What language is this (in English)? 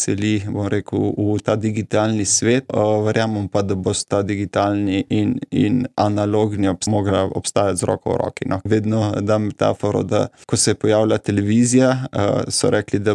Slovenian